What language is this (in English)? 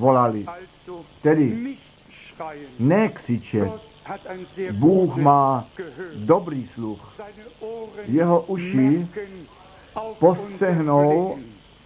Czech